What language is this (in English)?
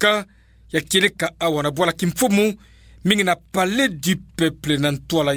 Kituba (Democratic Republic of Congo)